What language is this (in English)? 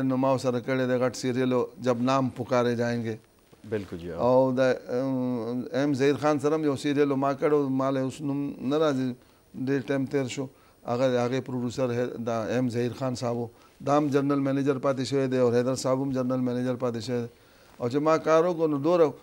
Pashto